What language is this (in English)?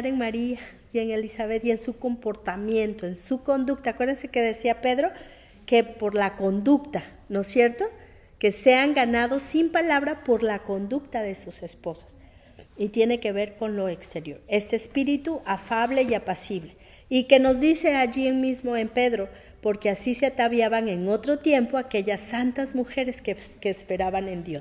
Spanish